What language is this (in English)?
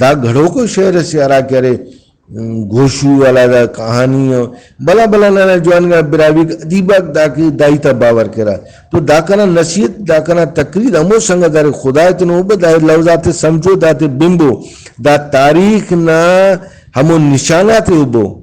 Brahui